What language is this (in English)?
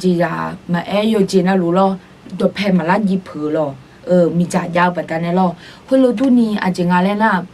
Akha